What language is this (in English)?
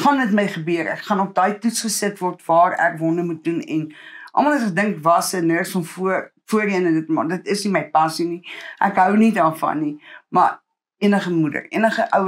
Afrikaans